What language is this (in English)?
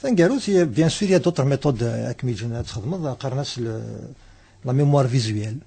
Kabyle